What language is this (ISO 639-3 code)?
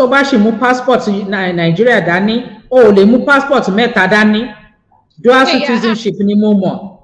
yor